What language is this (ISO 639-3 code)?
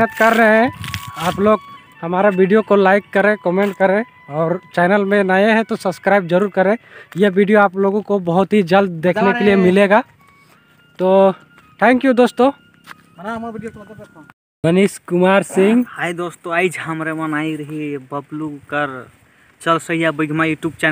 sck